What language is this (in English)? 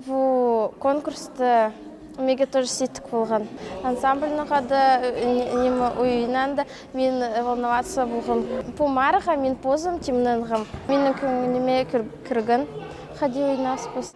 Khakas